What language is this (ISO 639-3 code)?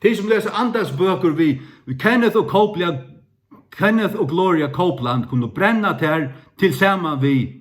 fao